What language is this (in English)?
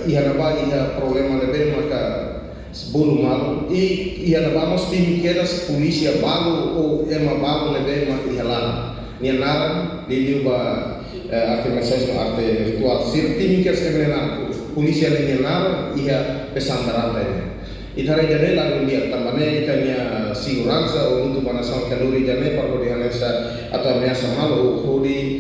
Tetum